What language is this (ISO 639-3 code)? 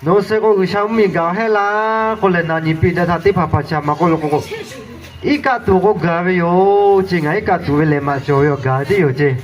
lhu